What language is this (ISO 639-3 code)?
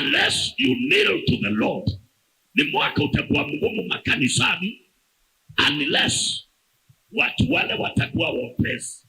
mer